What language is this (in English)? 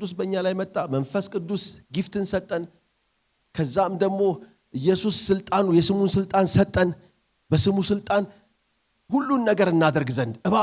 Amharic